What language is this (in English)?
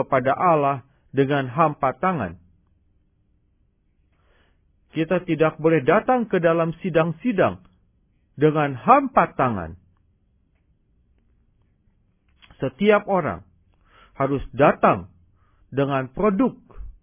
Indonesian